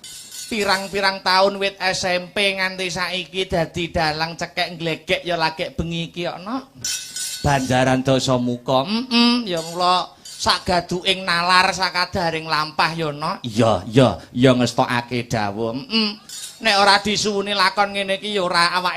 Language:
Javanese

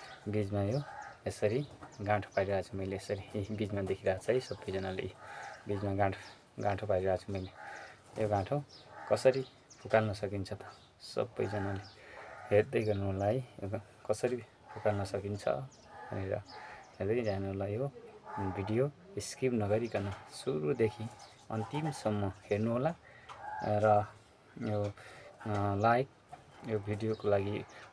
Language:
Nepali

